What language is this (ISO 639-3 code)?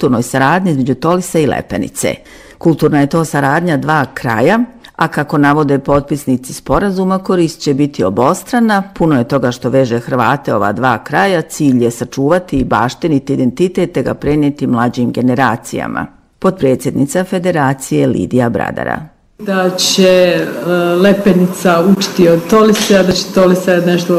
bos